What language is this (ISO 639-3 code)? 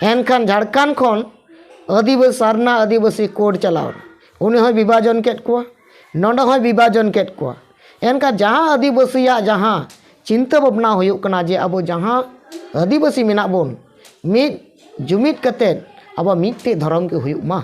sat